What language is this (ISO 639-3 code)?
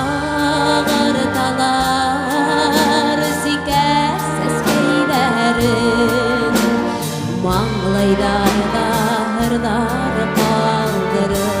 bak